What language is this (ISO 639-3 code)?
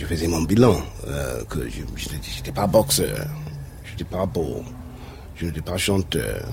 fra